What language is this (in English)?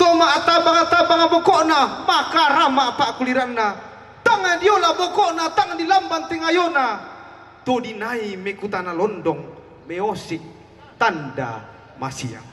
Toraja-Sa'dan